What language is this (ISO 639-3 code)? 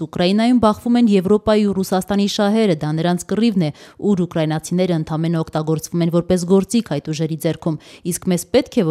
hye